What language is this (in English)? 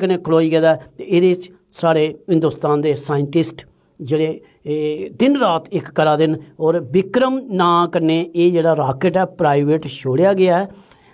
Dogri